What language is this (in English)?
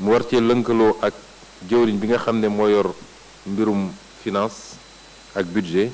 Wolof